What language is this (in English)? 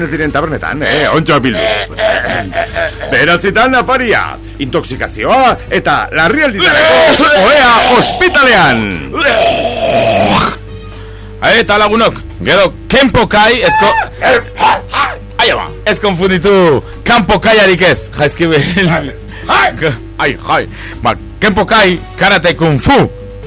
Basque